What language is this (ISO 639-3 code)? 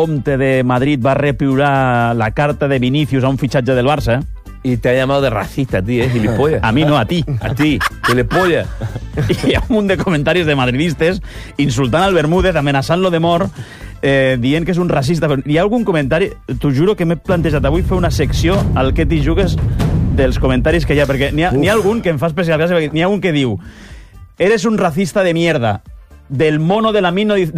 cat